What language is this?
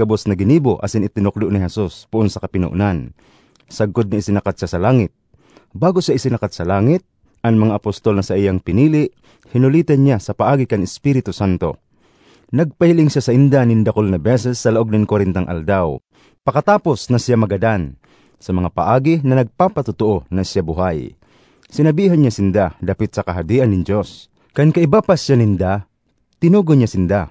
Bikol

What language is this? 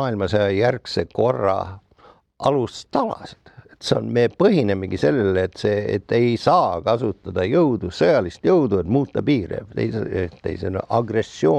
Estonian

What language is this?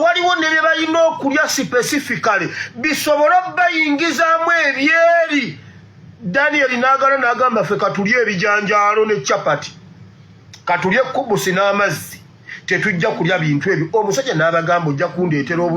Ganda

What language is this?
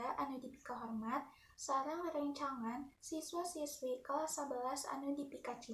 Sundanese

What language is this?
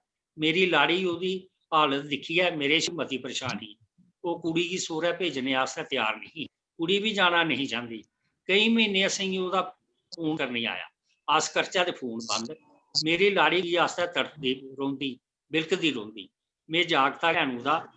Dogri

